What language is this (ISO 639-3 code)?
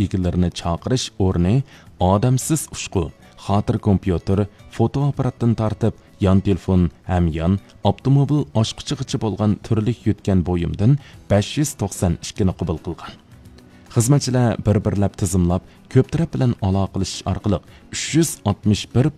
uig